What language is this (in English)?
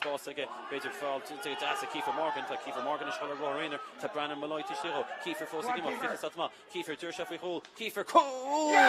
Irish